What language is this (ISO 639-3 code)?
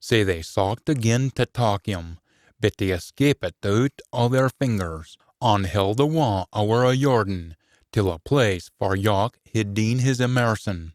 sco